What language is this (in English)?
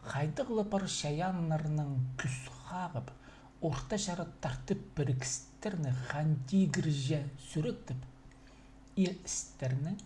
Khakas